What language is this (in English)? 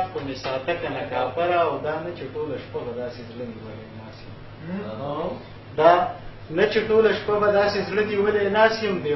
Pashto